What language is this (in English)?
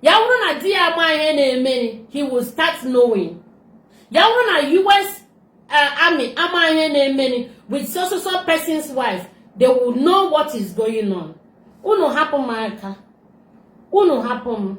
Igbo